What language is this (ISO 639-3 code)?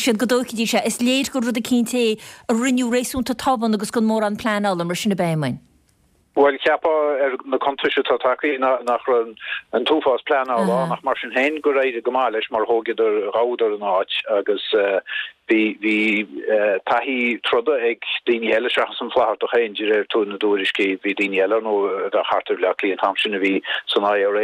gle